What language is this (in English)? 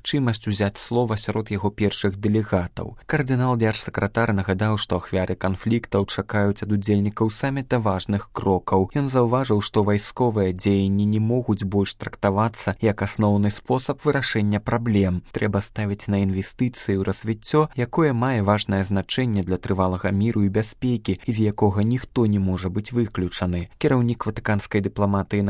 Belarusian